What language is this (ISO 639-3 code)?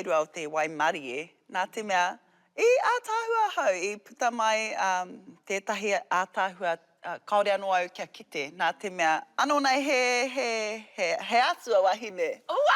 mri